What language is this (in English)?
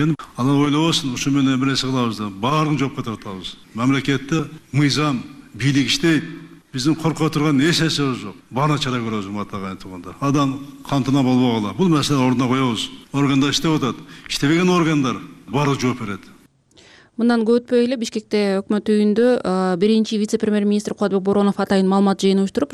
Kyrgyz